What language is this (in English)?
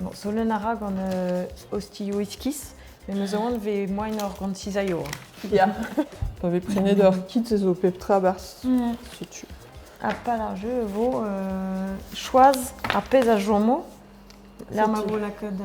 Breton